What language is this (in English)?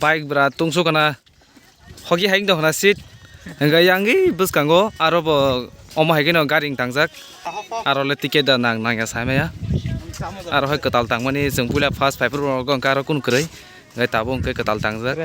Kok Borok